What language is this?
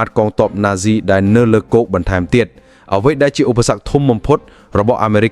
Khmer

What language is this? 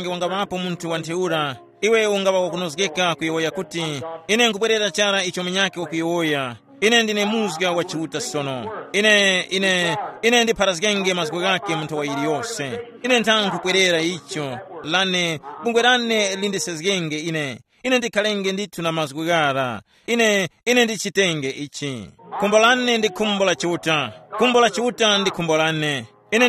Tumbuka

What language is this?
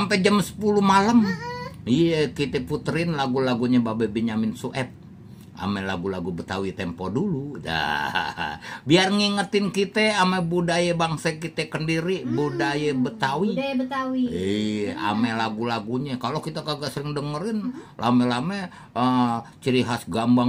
Betawi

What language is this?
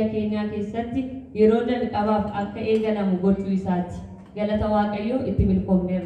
Oromo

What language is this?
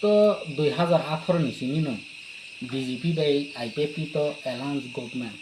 Kok Borok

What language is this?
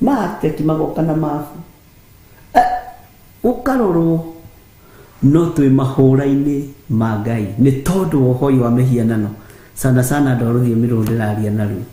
Kikuyu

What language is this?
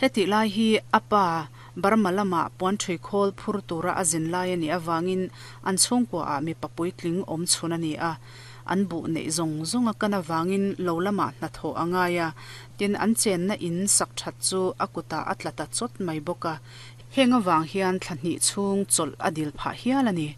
Mizo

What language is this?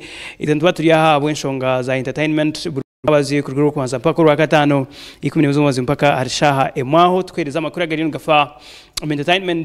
Nyankole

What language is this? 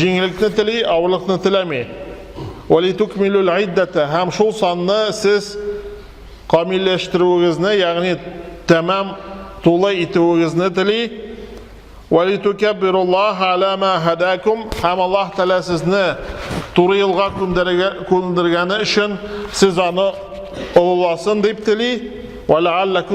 Tatar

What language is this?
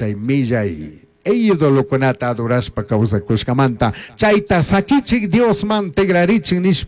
Chimborazo Highland Quichua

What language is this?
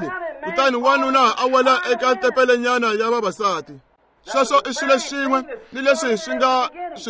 Tsonga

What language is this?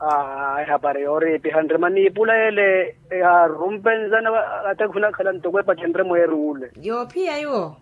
Makhuwa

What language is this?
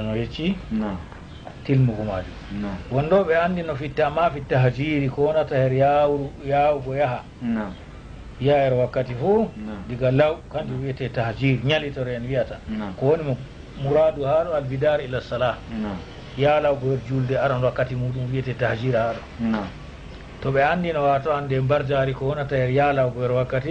Fula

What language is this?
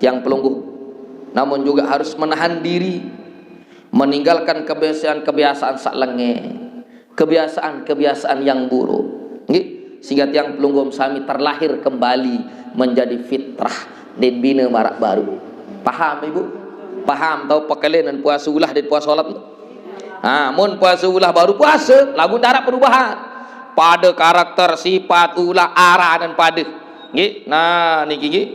Sasak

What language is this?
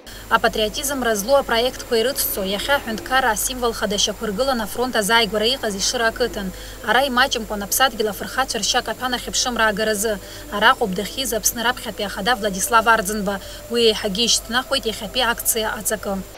Abkhazian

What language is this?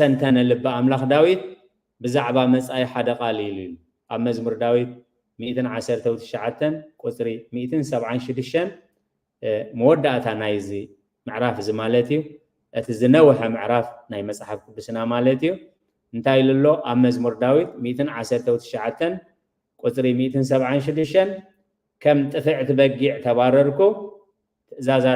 Tigrinya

